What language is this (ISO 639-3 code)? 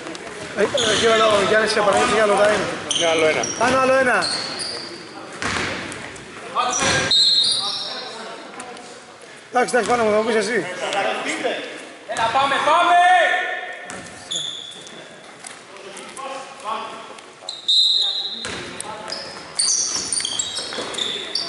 ell